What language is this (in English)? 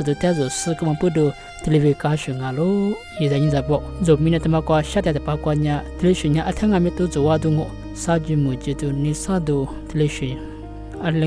Lisu